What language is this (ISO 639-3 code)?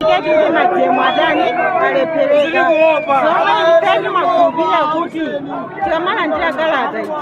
nya